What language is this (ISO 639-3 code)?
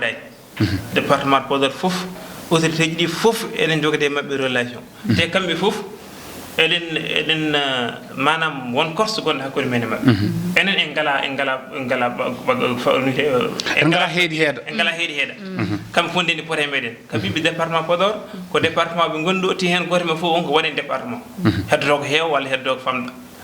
ful